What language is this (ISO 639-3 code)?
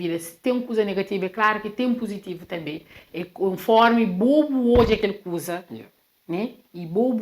kea